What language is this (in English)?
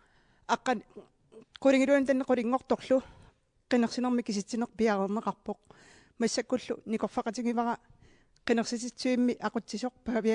Kalaallisut